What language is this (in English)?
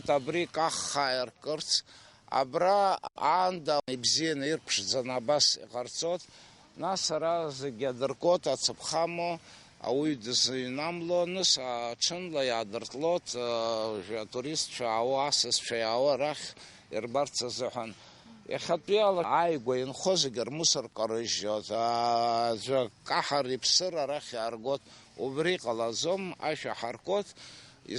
Abkhazian